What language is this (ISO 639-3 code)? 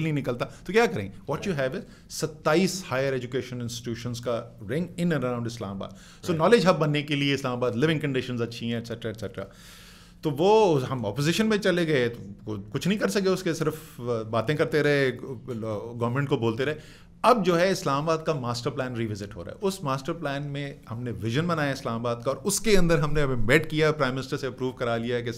urd